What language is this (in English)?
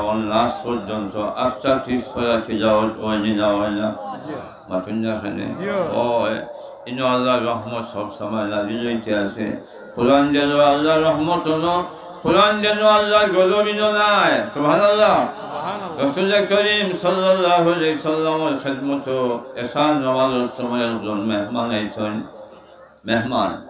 Sylheti